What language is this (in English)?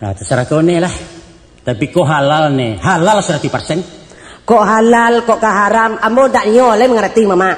Minangkabau